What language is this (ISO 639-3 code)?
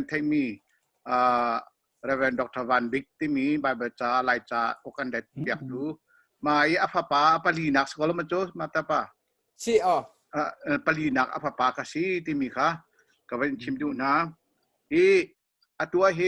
cnh